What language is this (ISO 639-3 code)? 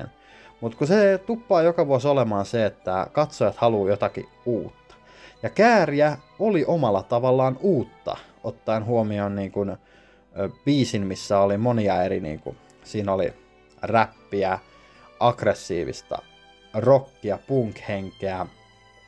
fin